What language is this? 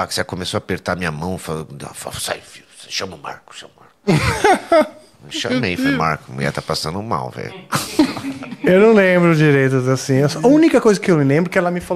Portuguese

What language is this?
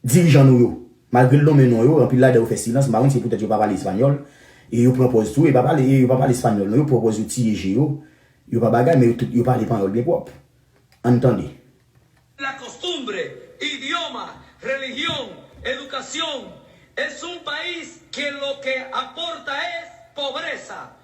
Haitian Creole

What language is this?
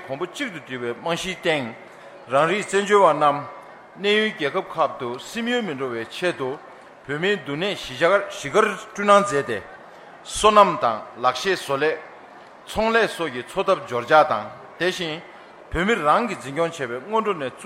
Tibetan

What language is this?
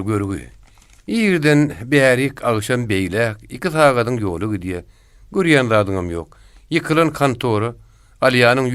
Turkmen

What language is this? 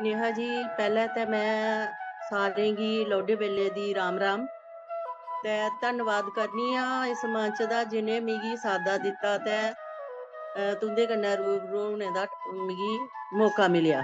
Dogri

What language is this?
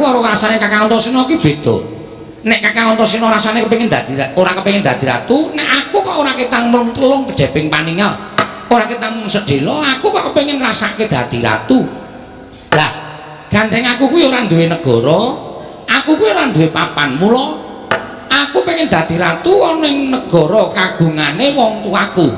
Javanese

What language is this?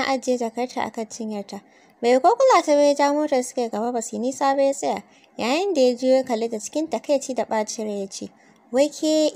Hausa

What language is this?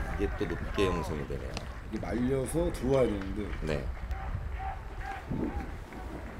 Korean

